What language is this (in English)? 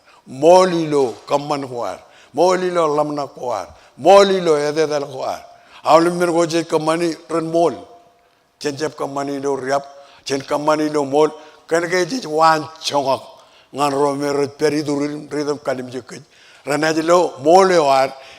Marshallese